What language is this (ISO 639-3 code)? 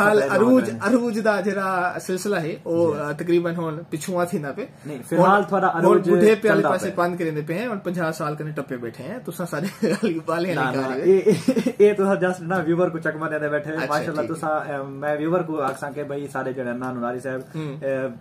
skr